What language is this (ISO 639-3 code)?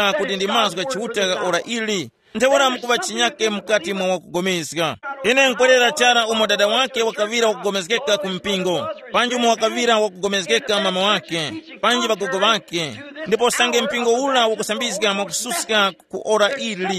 tum